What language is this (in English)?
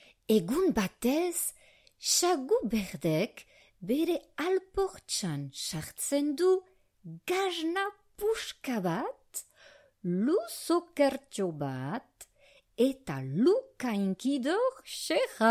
Basque